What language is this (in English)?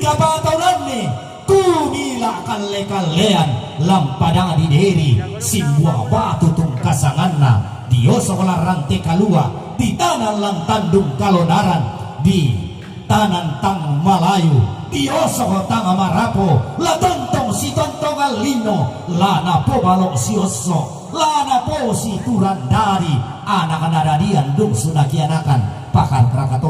Toraja-Sa'dan